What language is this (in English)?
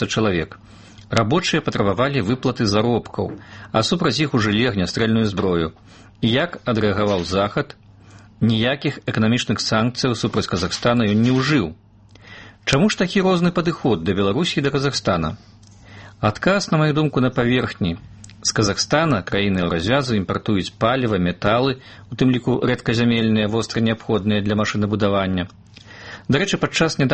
Belarusian